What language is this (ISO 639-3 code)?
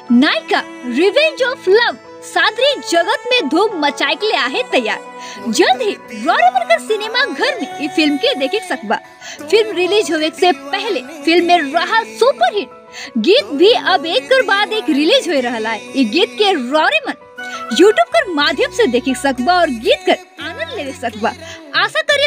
sck